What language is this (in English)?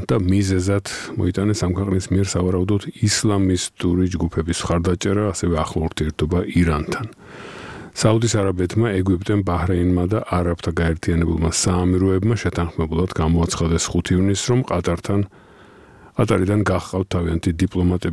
Georgian